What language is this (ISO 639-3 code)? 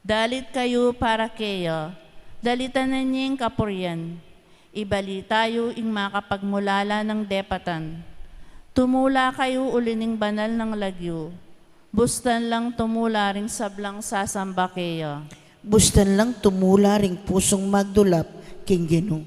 pam